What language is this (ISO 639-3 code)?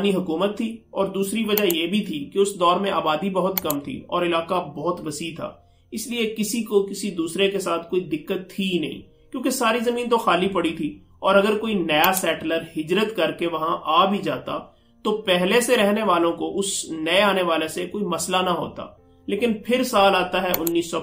urd